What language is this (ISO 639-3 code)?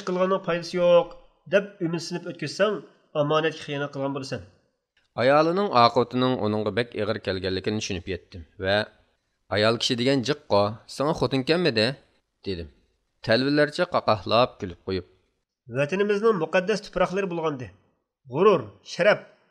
uig